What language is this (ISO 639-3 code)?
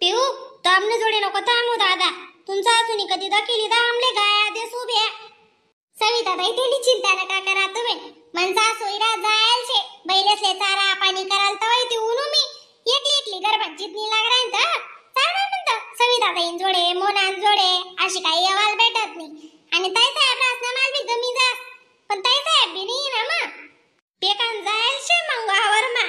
khn